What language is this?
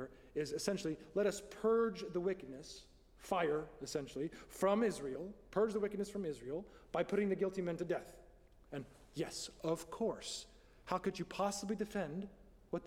English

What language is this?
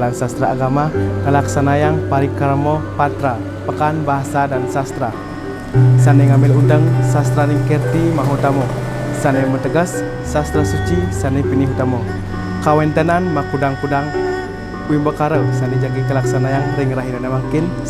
Balinese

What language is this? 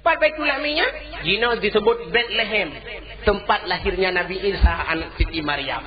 Achinese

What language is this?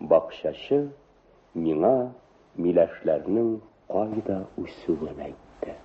Tatar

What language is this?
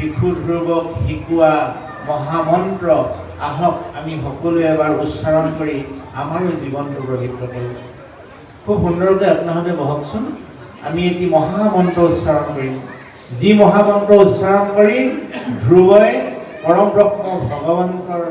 Assamese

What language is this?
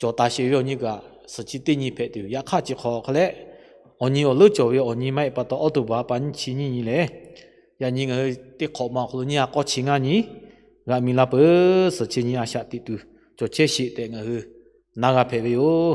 Lahu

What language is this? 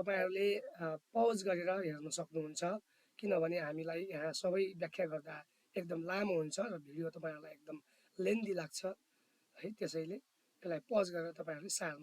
Nepali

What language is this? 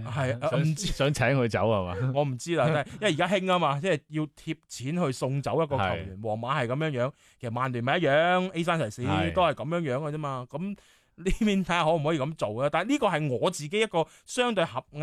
Cantonese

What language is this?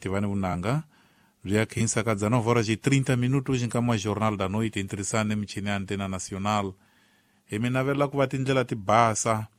Tsonga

